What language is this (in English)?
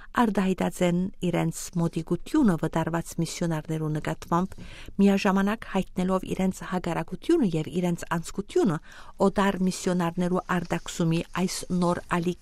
Western Armenian